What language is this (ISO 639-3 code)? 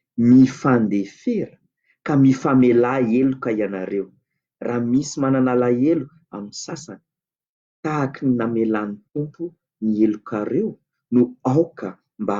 mlg